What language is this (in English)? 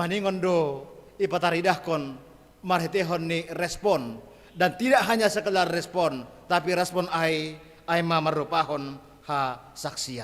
Batak Simalungun